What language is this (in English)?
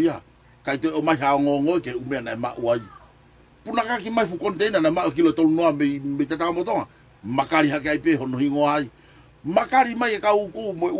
Tongan